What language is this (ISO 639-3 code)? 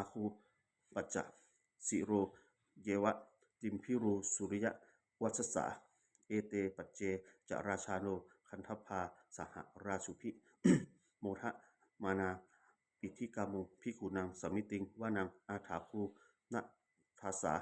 pli